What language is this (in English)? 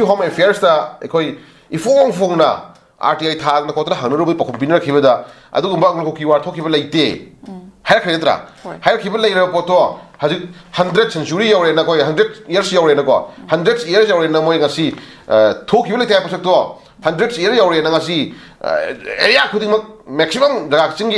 Manipuri